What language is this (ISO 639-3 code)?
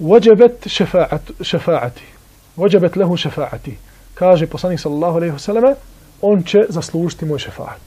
bos